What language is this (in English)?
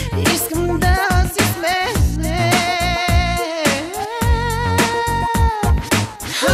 Bulgarian